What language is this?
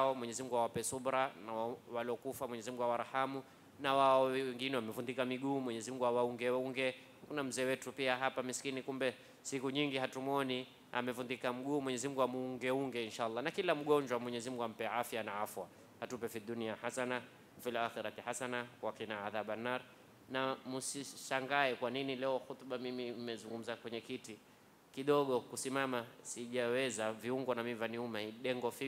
Swahili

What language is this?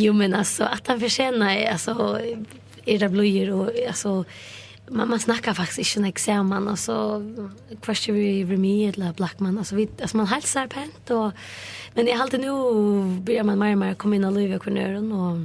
Faroese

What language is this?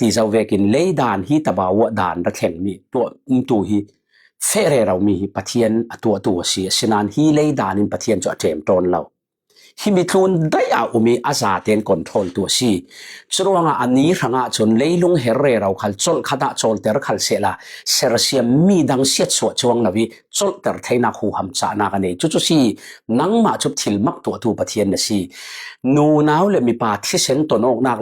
Falam Chin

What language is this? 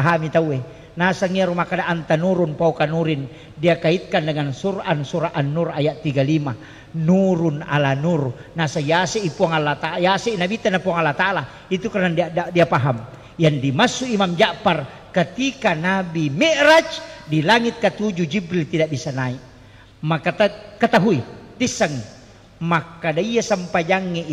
Buginese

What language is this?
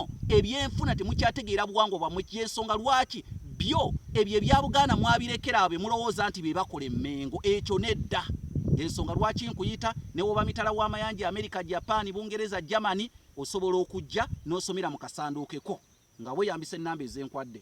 Ganda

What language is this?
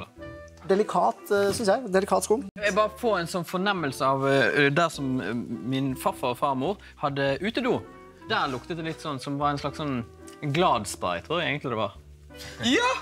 Norwegian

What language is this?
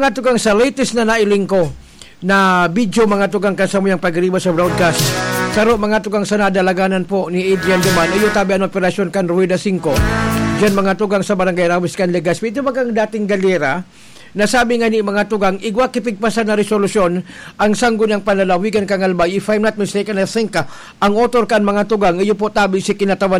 Bikol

